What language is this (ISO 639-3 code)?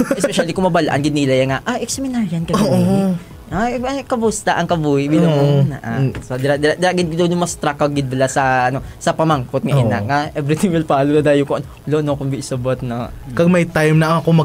hil